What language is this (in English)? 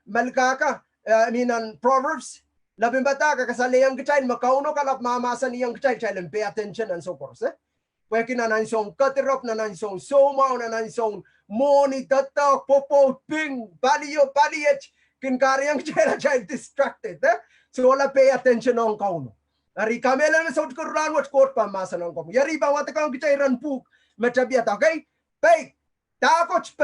Pohnpeian